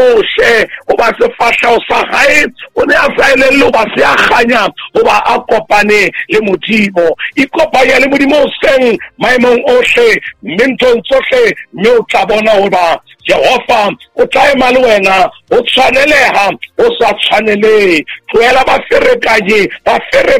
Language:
Southern Sotho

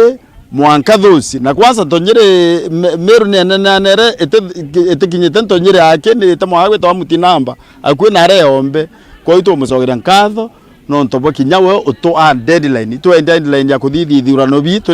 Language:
Meru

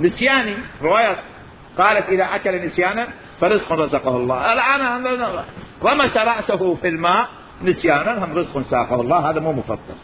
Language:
Mesopotamian Arabic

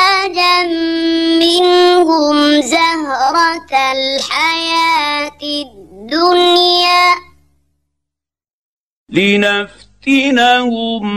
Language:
Arabic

